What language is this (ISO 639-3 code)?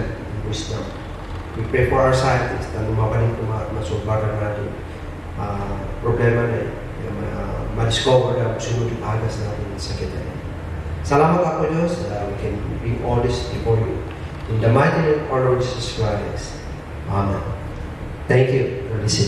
kne